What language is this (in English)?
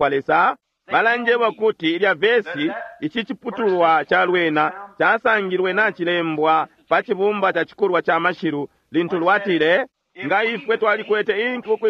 Bemba